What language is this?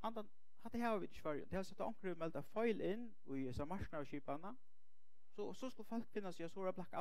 Faroese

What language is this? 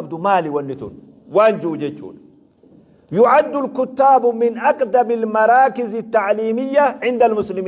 Oromo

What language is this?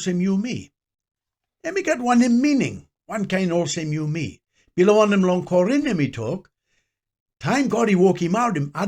Tok Pisin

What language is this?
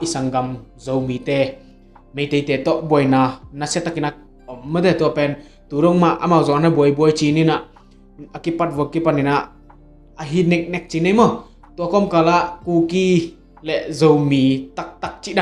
Tedim Chin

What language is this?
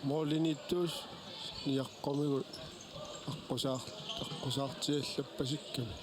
Kalaallisut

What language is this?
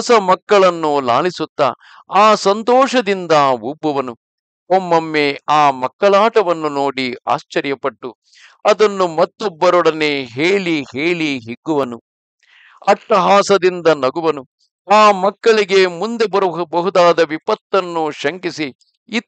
Kannada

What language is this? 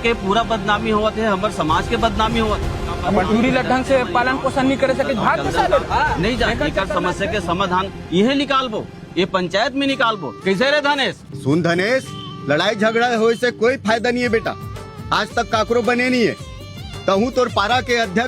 Chhattisgarhi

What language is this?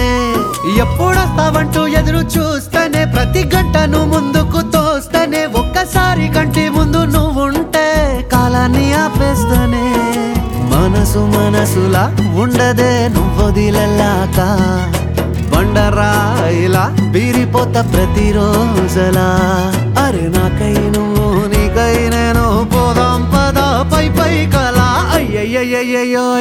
Telugu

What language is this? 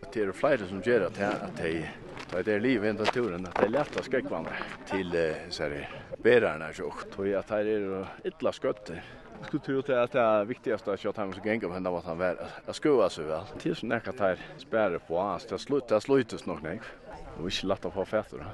Faroese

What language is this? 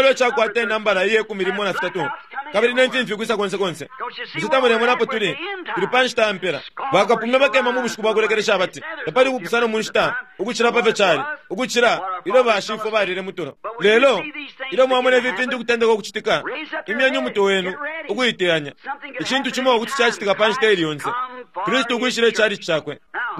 Bemba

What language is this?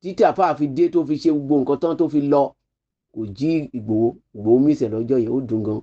Yoruba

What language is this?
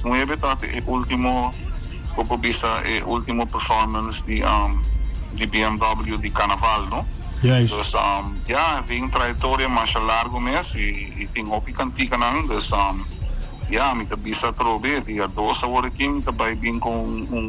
Papiamento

